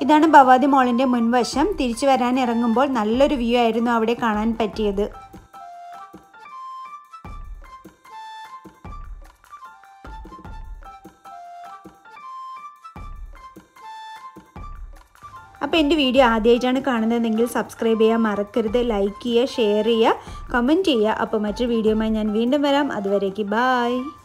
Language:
Malayalam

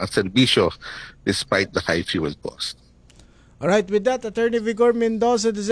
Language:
Filipino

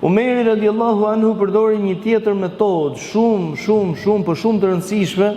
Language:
Albanian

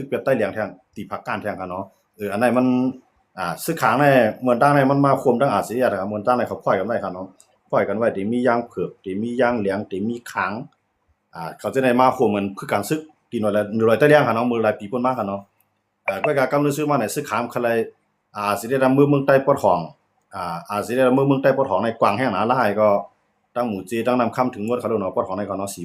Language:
Shan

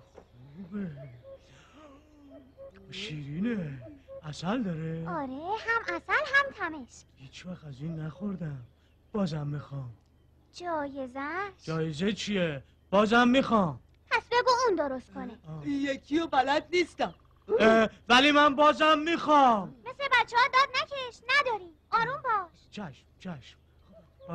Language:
Persian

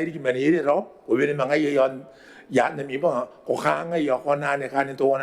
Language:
Gilbertese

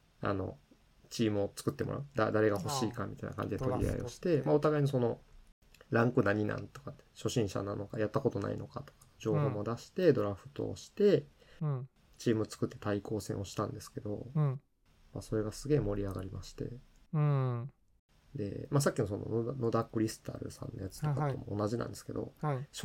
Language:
Japanese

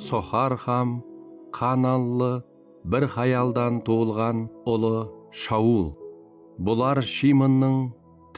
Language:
Kara-Kalpak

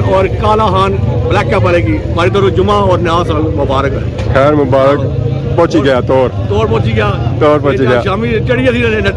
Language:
Pahari-Potwari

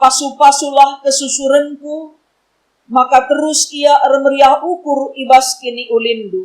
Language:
Batak Karo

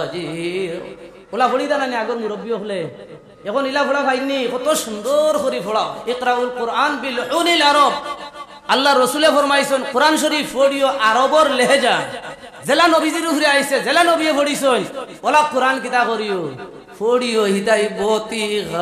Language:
Sylheti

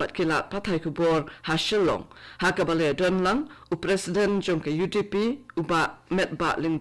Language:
Khasi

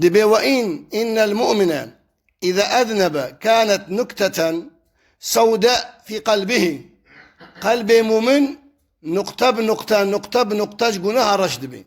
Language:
Kurdish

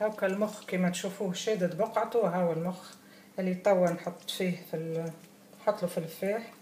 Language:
Tunisian Arabic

